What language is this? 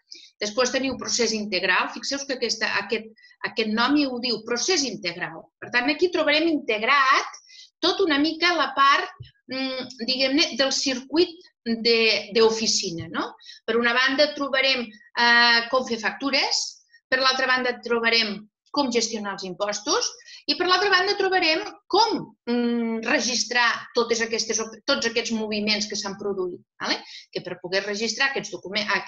Catalan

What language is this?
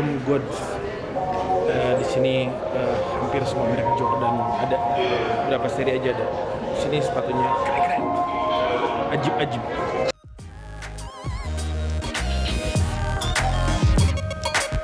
Indonesian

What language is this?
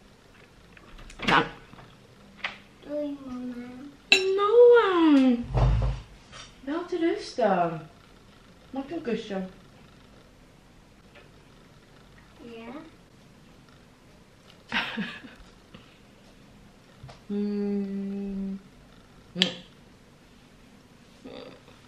Dutch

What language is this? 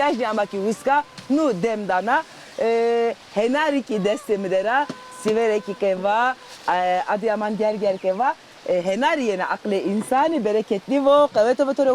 Zaza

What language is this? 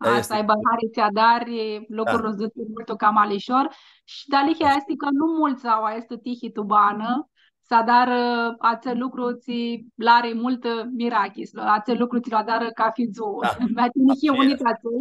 Aromanian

